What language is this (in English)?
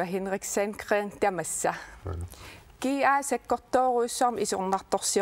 Kalaallisut